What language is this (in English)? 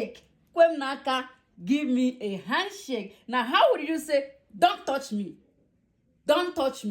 Igbo